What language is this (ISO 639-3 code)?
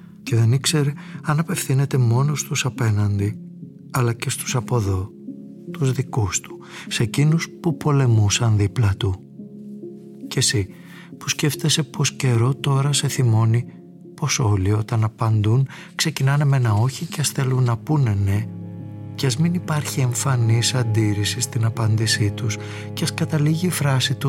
ell